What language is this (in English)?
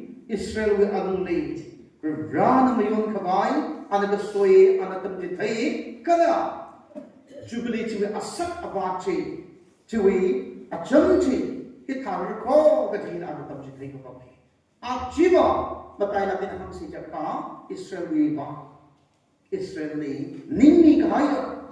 Tangkhul Naga (India)